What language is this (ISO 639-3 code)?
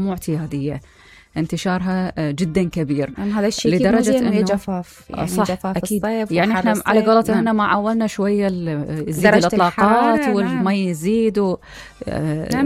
acm